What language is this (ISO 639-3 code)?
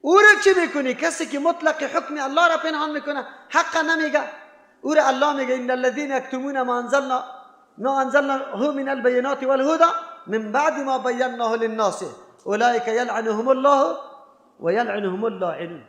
fas